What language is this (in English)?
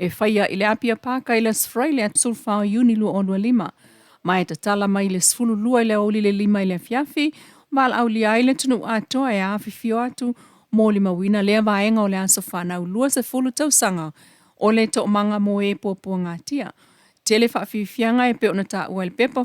Samoan